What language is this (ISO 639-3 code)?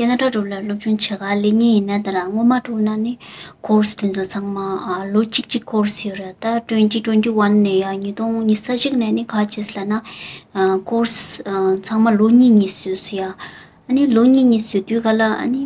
bod